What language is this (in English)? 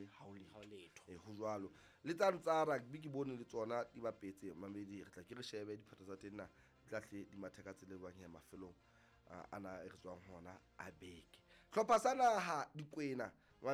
Southern Sotho